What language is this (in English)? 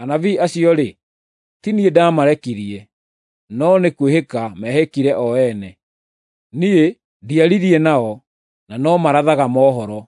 Kikuyu